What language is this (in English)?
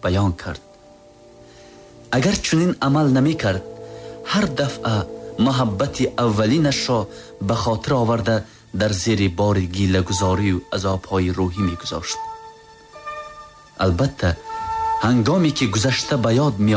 Tajik